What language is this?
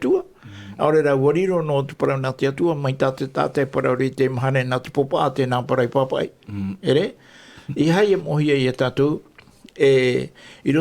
Tahitian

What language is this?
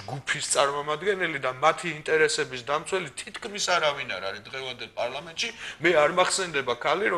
Georgian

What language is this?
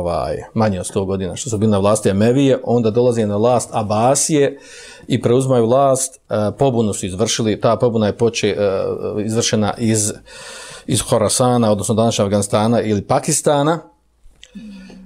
Bosnian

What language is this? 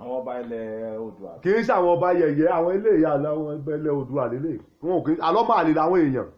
Yoruba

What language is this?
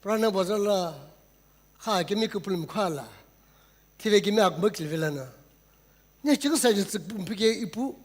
Sumi Naga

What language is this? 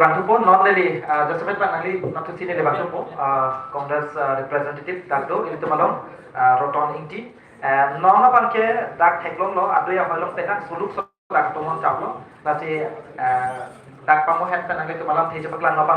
Karbi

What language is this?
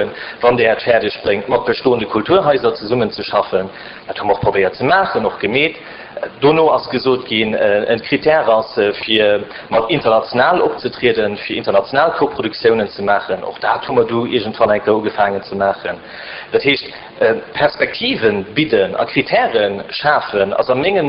Luxembourgish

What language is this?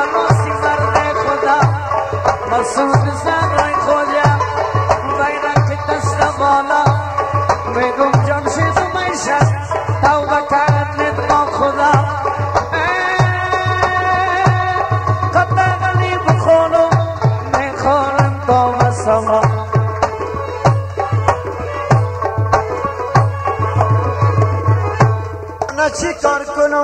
Persian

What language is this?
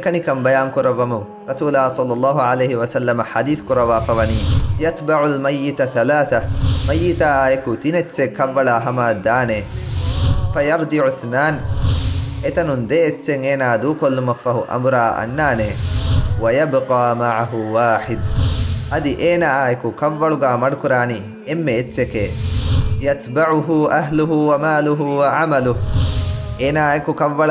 Divehi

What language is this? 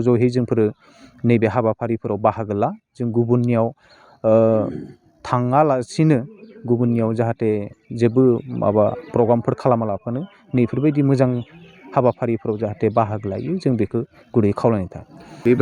Bodo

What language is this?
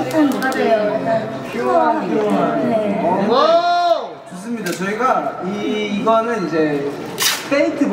Korean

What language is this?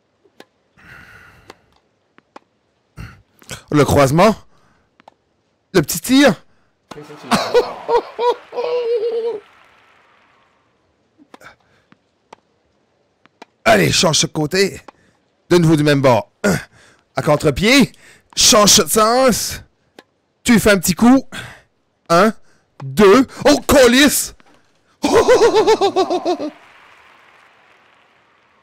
French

